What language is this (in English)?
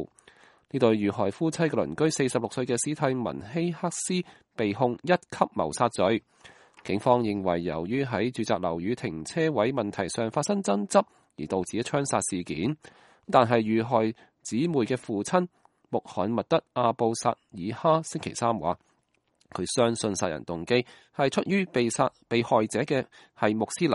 Cantonese